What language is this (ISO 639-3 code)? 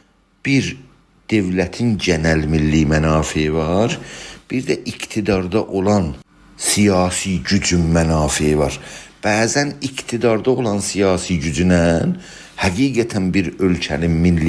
azb